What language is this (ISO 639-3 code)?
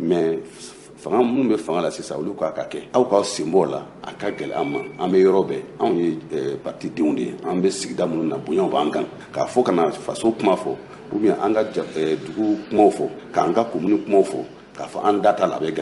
bam